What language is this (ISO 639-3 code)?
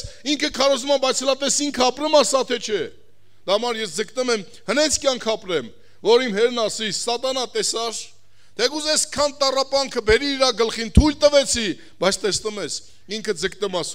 hye